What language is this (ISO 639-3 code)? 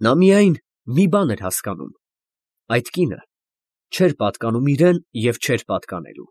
hye